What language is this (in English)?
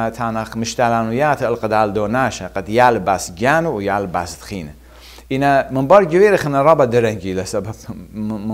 Assyrian Neo-Aramaic